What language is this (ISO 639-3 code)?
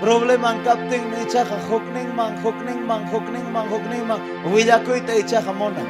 quy